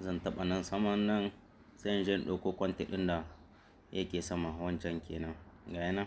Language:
Hausa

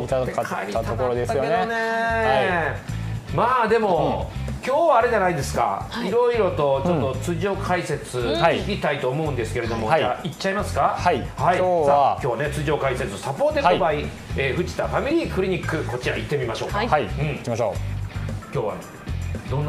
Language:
Japanese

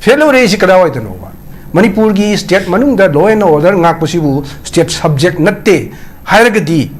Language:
Manipuri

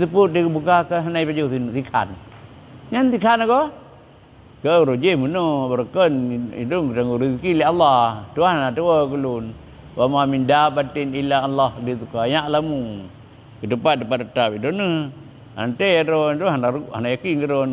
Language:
Achinese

